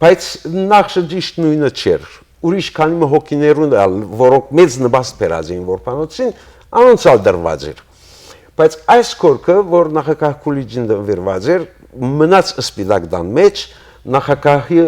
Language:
Western Armenian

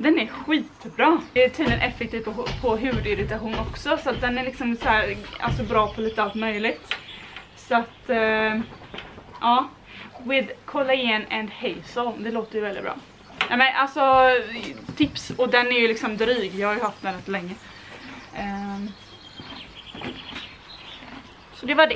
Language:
Swedish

